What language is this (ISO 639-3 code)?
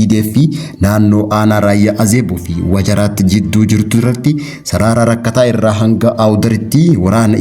orm